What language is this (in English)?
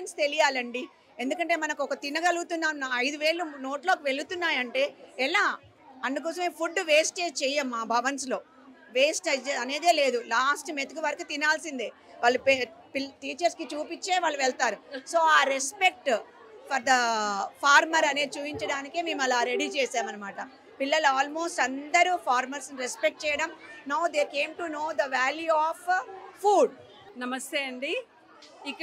Telugu